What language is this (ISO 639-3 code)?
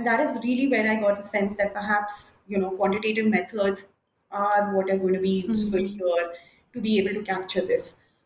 eng